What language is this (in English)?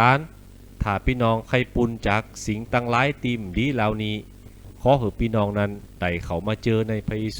Lü